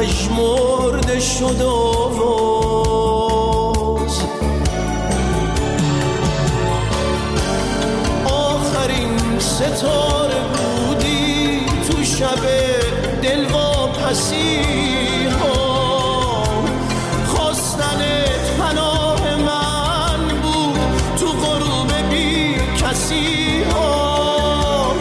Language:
Persian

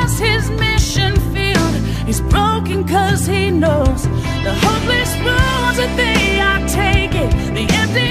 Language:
English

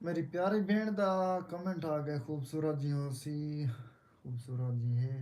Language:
Saraiki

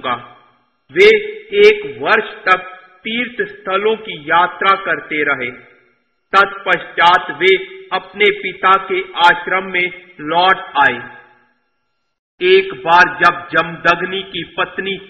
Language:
Hindi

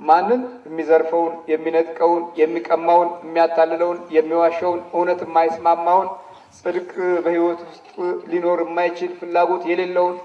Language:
Amharic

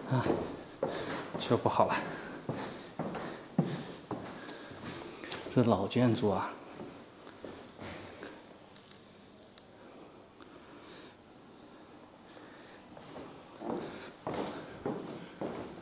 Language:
Chinese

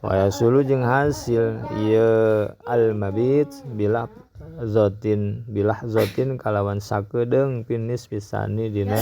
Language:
Sundanese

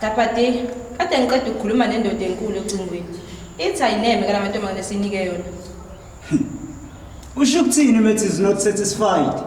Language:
Zulu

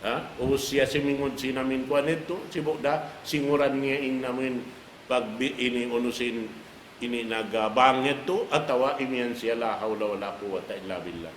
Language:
Tausug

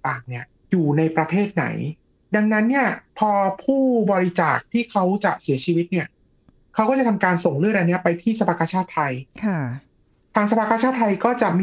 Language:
Thai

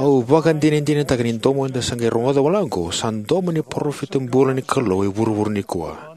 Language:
Fijian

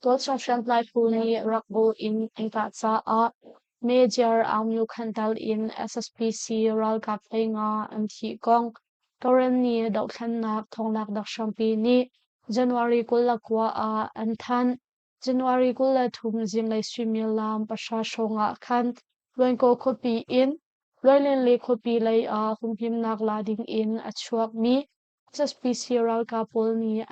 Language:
Hakha Chin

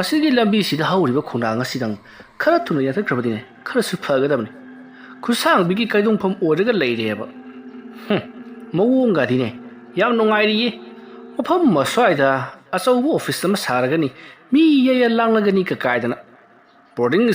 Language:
Manipuri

